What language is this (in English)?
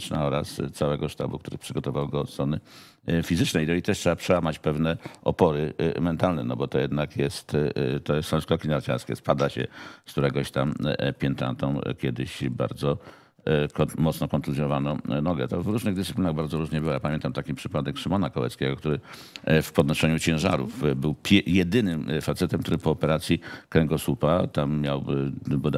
Polish